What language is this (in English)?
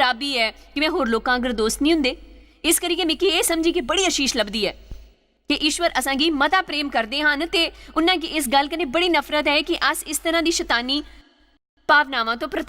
Dogri